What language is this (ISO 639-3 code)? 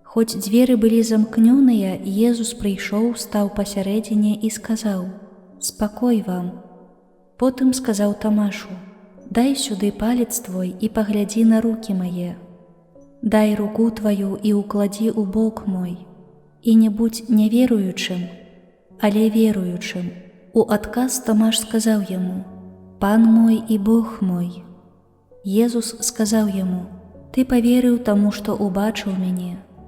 bel